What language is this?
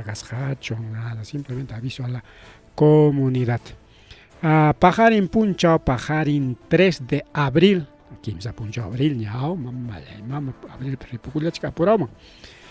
Ayacucho Quechua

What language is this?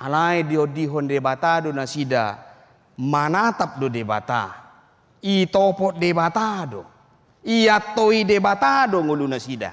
Batak Toba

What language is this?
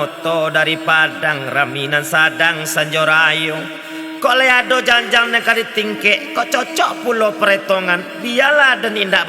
Minangkabau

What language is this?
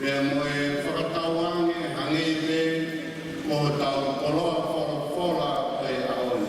Tongan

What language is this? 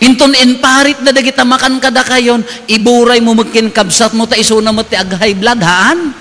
Iloko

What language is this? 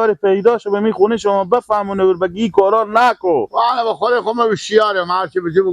Persian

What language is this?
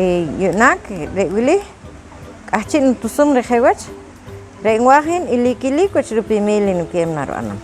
Poqomchi'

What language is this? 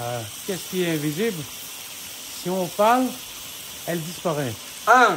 Réunion Creole French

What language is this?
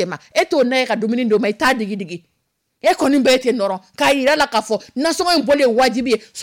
Dyula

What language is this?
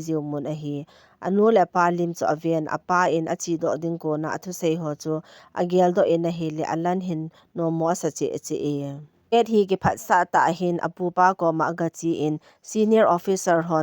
Thado Chin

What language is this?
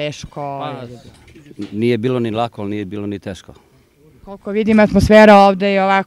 Serbian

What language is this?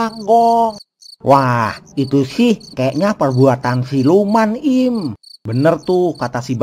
Betawi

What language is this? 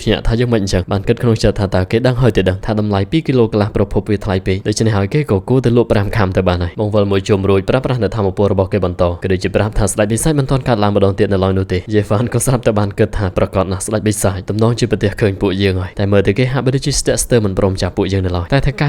Khmer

